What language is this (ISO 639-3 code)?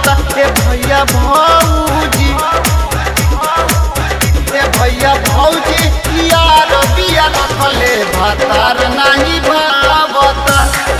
bho